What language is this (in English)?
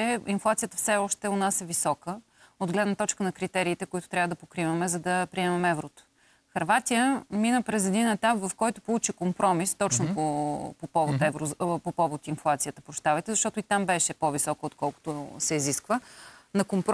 Bulgarian